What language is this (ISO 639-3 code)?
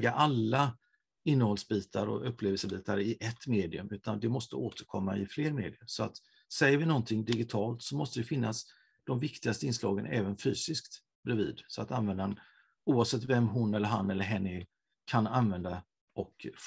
swe